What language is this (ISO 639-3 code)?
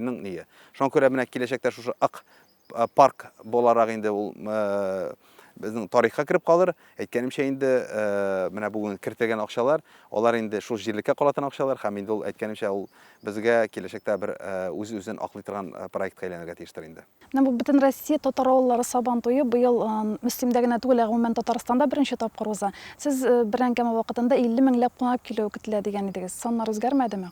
tat